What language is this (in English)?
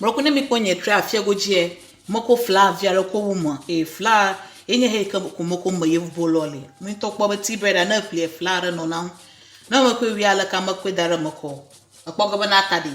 Ewe